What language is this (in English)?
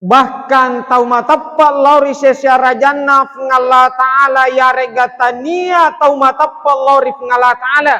Buginese